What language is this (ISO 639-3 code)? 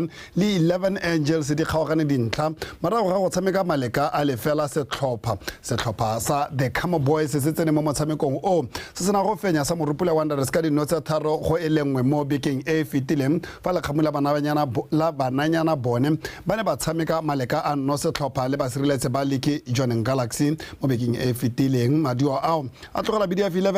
tsn